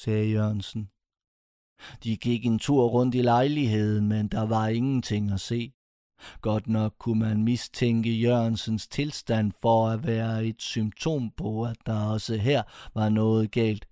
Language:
Danish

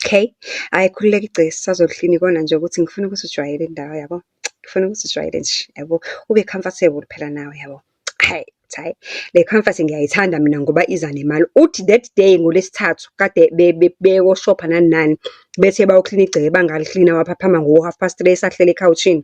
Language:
Zulu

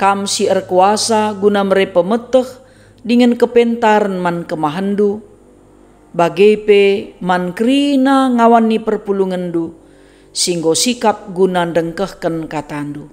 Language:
Batak Karo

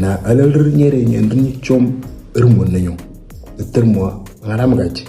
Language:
Moro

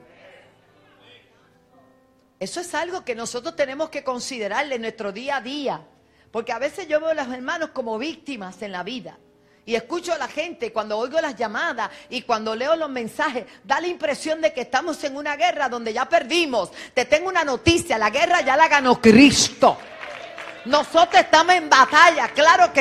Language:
Spanish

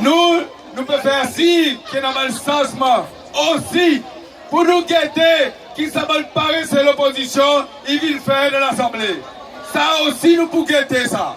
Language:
Seselwa Creole French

